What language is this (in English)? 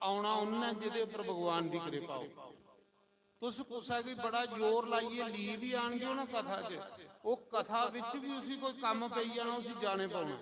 Dogri